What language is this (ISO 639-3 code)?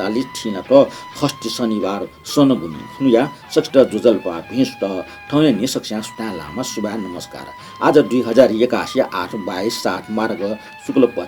new